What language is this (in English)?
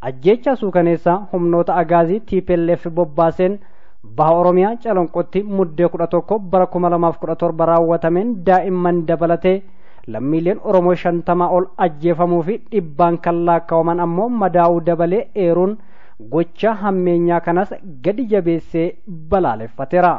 Oromo